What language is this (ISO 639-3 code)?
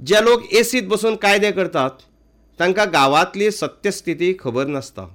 kok